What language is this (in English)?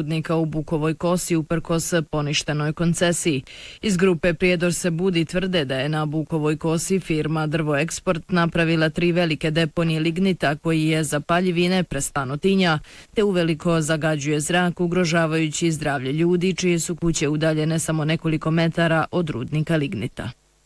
Bosnian